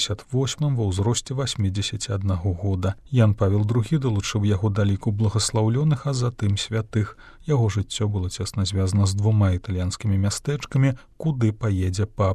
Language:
Belarusian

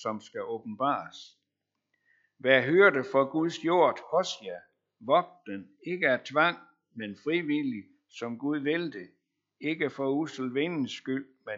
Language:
Danish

